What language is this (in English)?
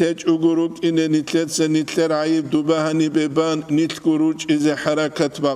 Avaric